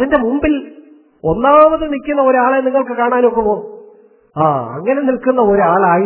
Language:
Malayalam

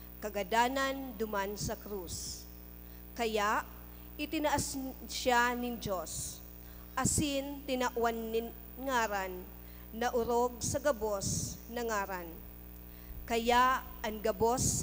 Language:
Bikol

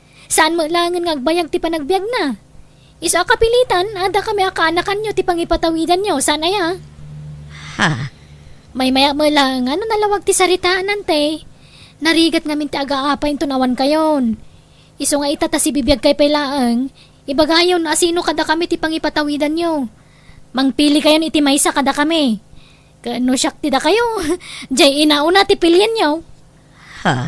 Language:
Iloko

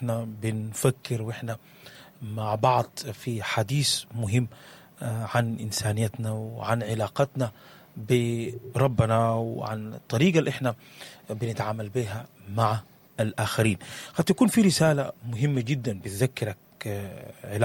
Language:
Sudanese Arabic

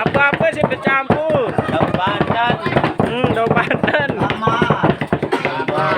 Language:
Sasak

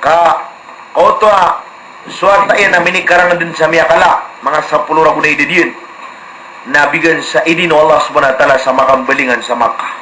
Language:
Maranao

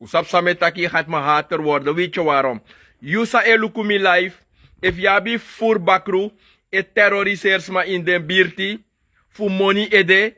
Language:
Sranan Tongo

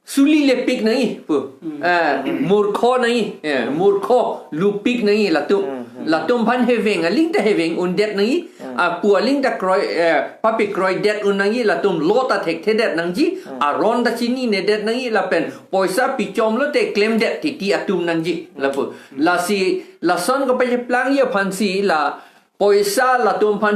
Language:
Karbi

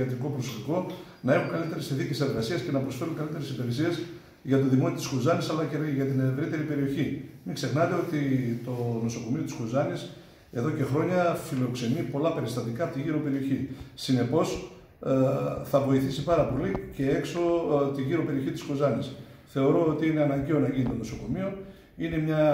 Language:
Greek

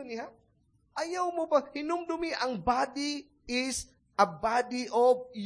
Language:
Cebuano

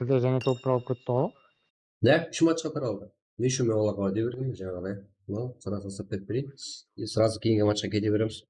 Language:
Kara-Kalpak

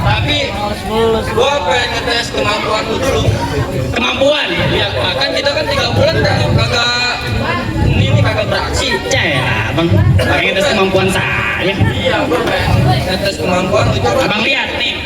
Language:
Betawi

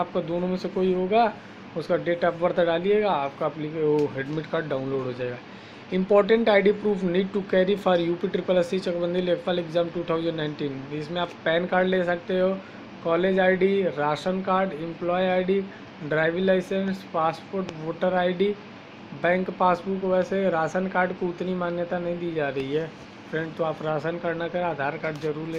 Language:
Hindi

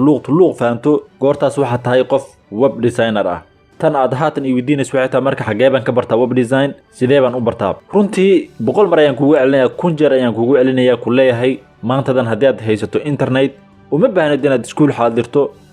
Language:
Somali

